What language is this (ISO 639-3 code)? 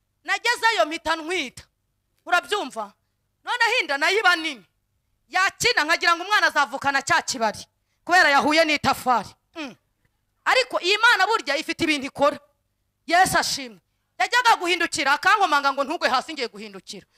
kin